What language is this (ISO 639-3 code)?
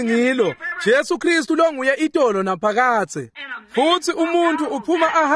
ssw